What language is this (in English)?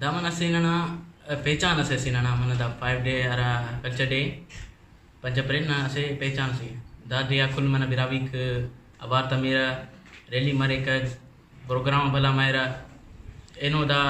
Brahui